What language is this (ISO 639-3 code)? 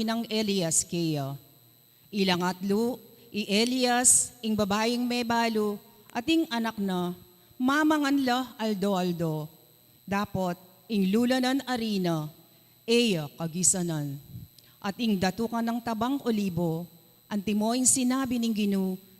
pam